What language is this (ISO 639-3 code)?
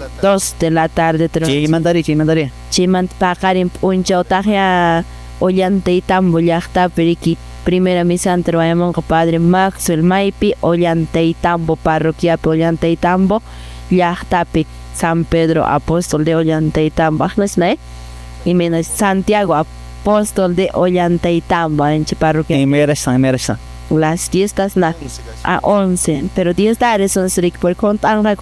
que